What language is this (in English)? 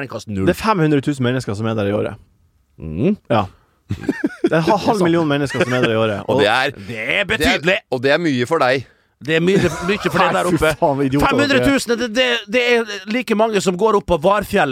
Norwegian